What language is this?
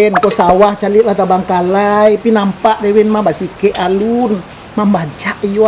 Minangkabau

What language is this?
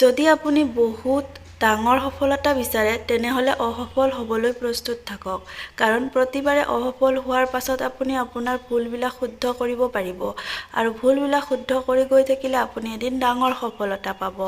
Assamese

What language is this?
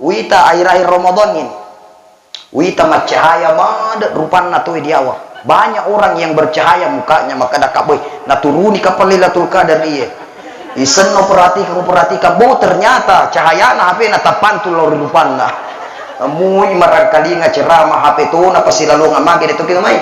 Buginese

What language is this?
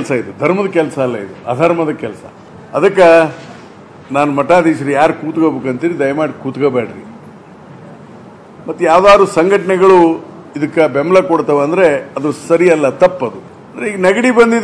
Kannada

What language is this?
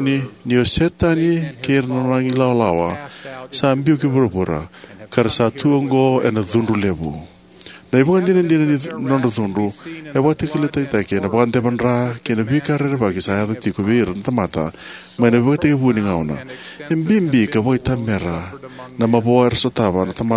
Fijian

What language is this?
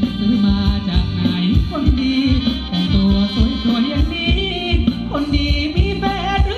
Thai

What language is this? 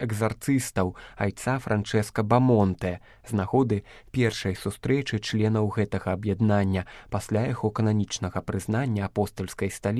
Belarusian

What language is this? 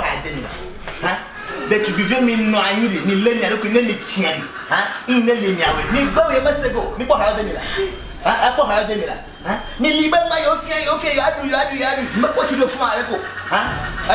Ewe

